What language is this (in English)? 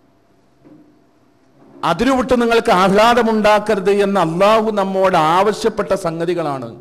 Malayalam